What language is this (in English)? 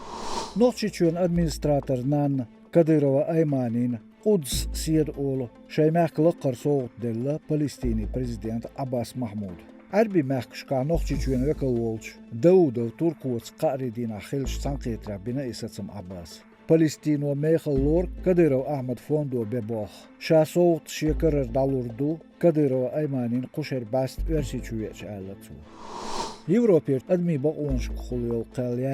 Chechen